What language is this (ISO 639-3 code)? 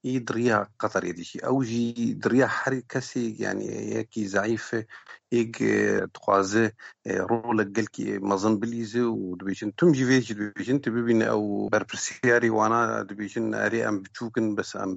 kur